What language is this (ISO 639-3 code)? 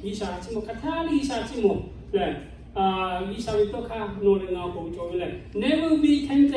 lhu